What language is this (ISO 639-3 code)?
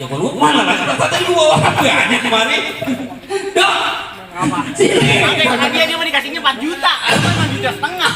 bew